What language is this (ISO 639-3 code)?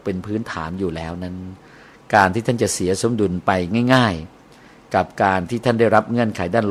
tha